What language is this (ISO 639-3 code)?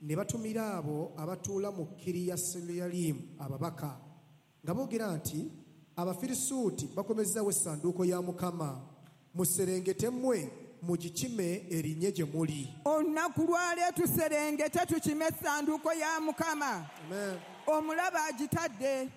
lug